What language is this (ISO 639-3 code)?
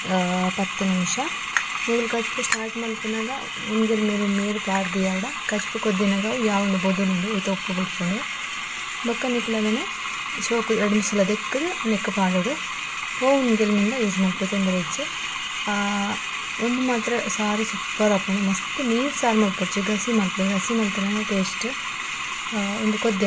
tcy